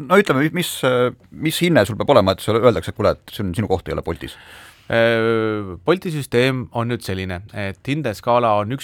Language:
Estonian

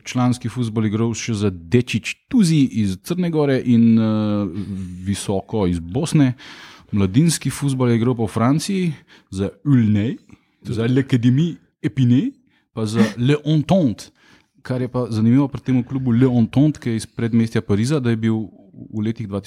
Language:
Slovenian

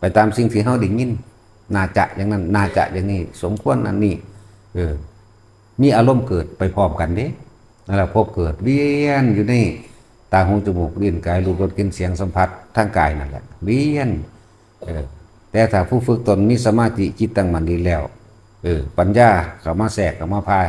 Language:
Northeastern Thai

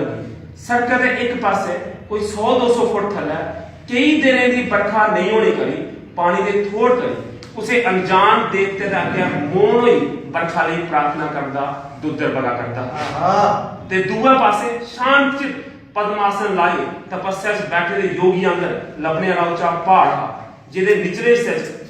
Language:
Dogri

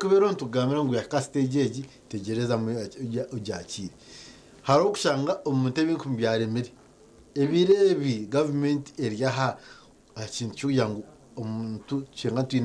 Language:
Nyankole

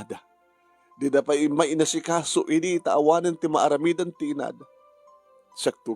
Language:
Iloko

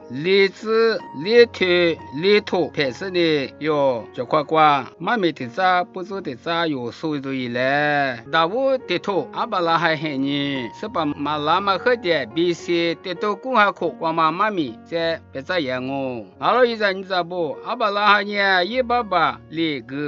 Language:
Lisu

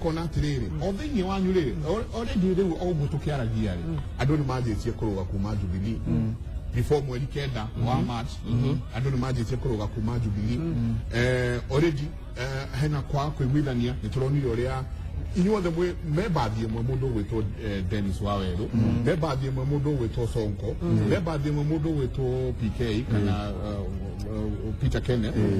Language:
Kikuyu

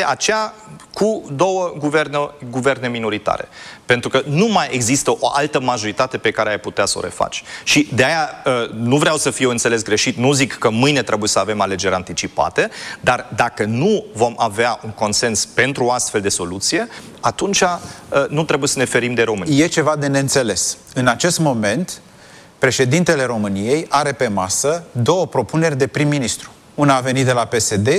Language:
Romanian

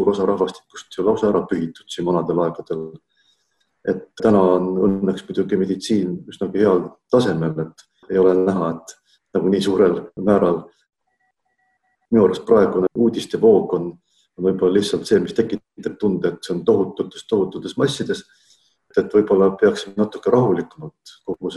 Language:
Estonian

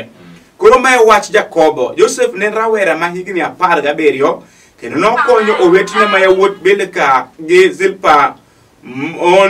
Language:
Luo (Kenya and Tanzania)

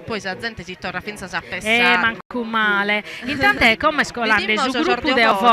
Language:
Sardinian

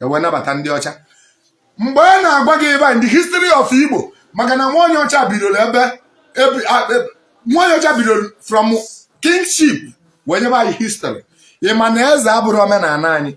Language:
Igbo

